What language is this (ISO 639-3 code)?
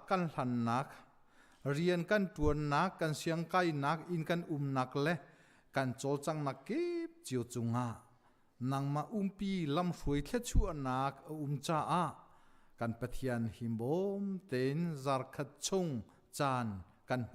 cnh